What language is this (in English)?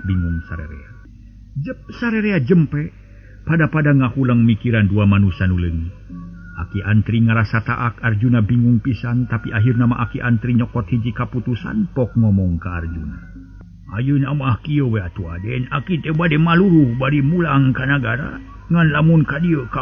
Sundanese